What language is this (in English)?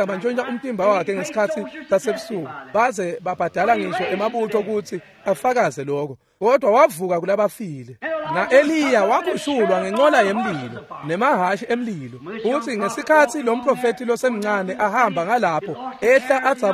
Swati